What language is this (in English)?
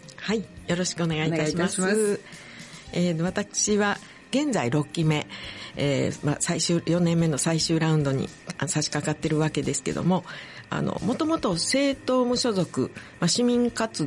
Japanese